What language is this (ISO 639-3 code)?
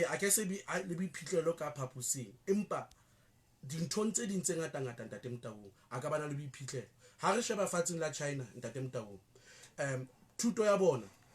sot